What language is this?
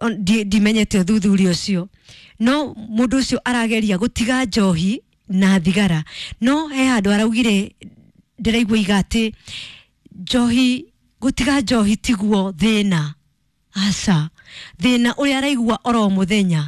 Kikuyu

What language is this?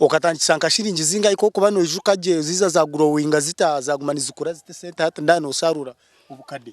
Nyankole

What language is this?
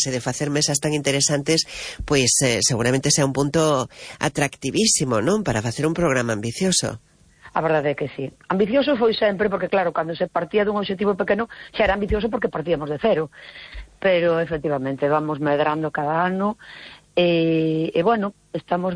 Galician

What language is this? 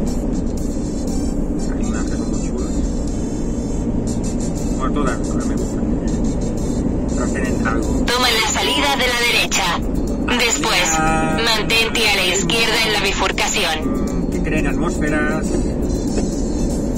Spanish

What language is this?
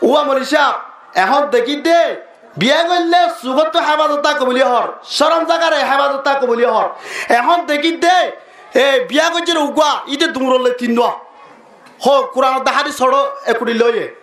Rohingya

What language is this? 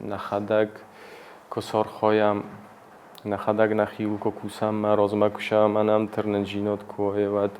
Ossetic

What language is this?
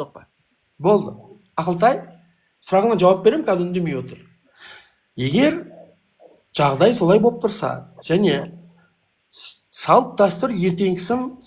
Kazakh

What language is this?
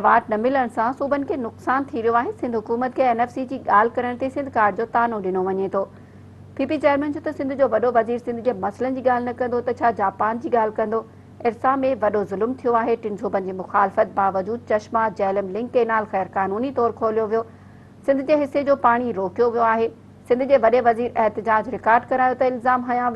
Sindhi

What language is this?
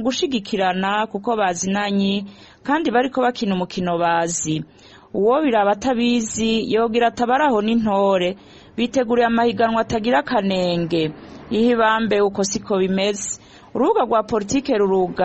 Rundi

